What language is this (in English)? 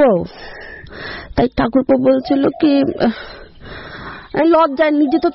Bangla